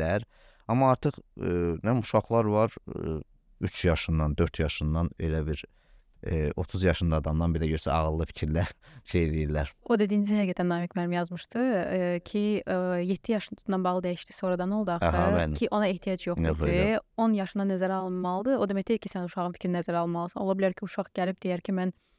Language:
Azerbaijani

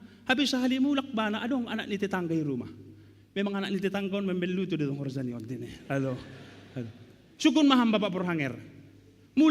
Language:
Batak Simalungun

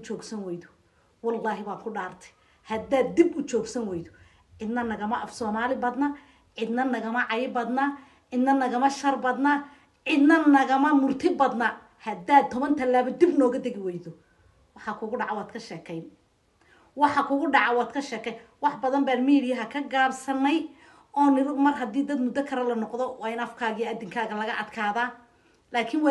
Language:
Somali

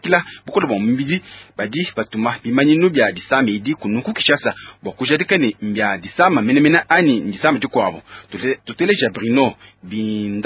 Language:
Luba-Lulua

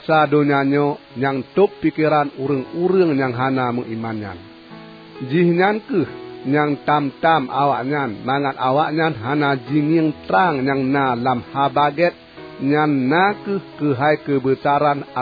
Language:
Achinese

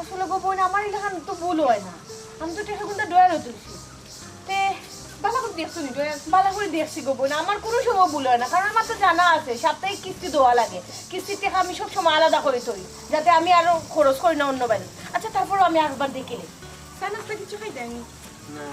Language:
Sylheti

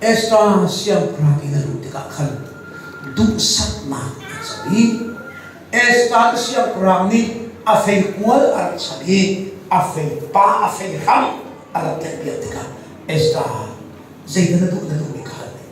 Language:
Hakha Chin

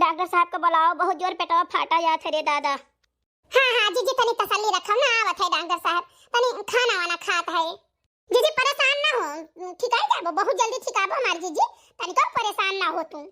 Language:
Awadhi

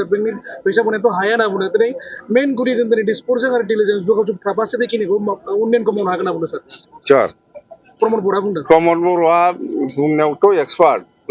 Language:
Bodo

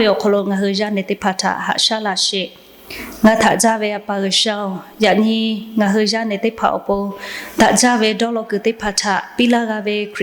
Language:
Lahu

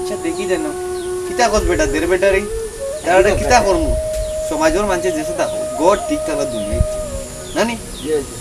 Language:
Sylheti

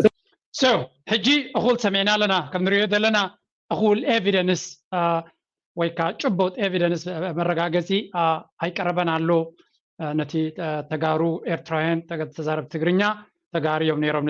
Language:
Tigrinya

